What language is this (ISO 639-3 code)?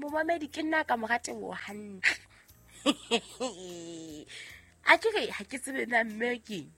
sot